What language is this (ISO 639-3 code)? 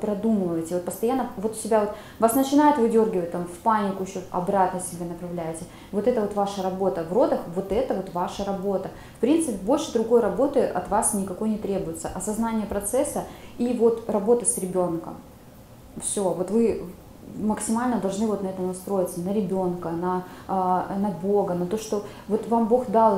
rus